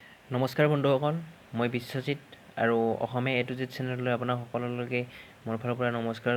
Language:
Assamese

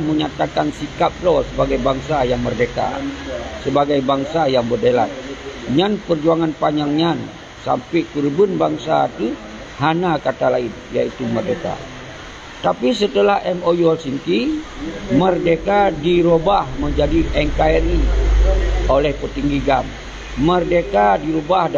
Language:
Achinese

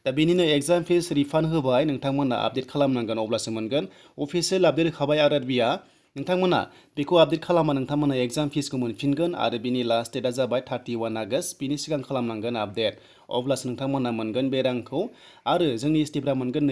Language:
Bodo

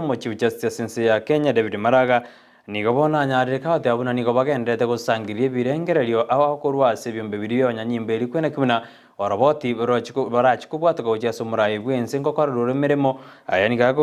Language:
Gusii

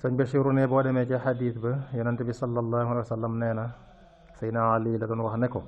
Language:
Wolof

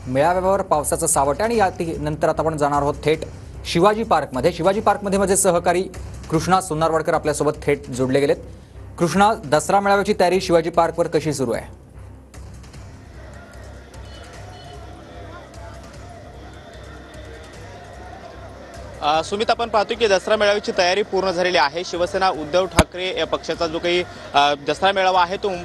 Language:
Marathi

